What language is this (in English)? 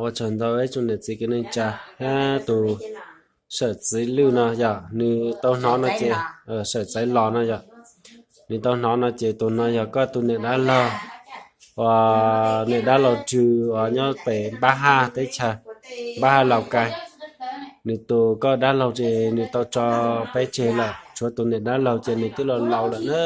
Hmong